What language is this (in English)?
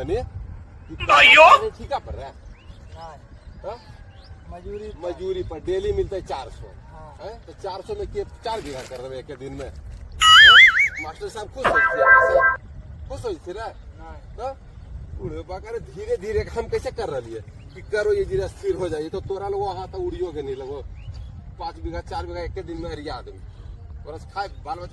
Magahi